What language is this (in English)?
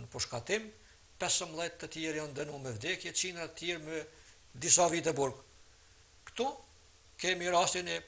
Albanian